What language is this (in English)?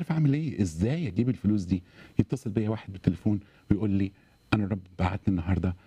Egyptian Arabic